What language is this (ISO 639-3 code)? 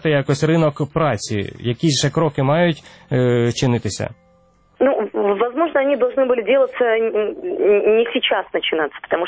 ukr